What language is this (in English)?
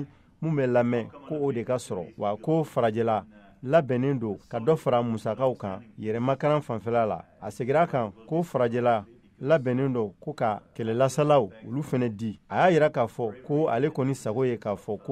Bambara